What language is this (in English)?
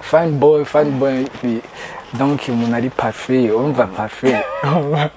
Rundi